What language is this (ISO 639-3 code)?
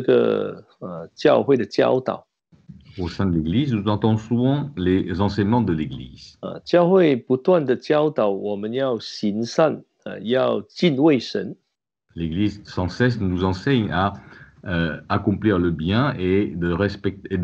zho